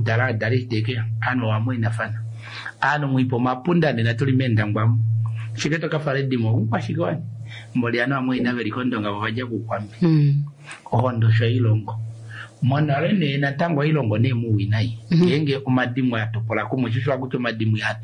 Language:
Kuanyama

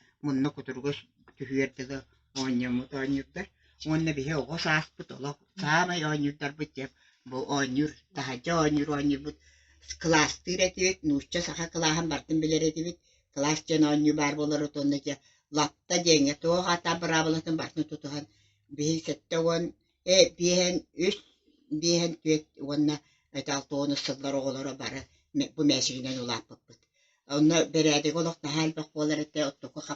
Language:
Yakut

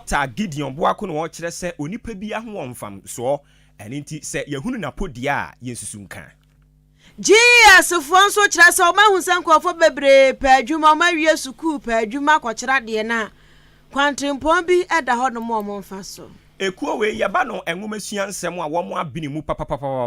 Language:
Akan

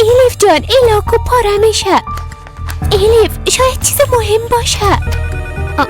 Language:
Persian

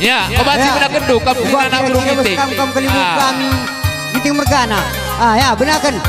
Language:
Batak Karo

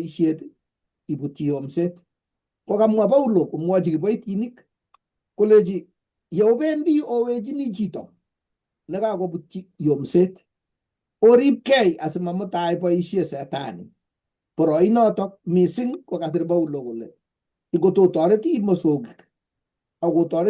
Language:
Kalenjin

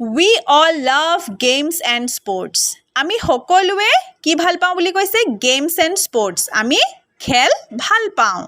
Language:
Assamese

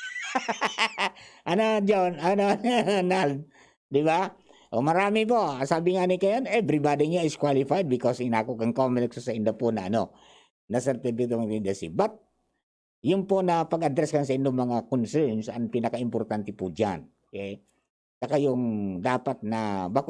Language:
Bikol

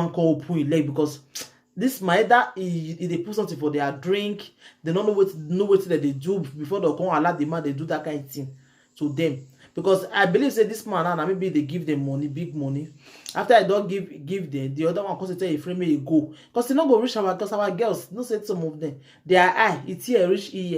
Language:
Nigerian Pidgin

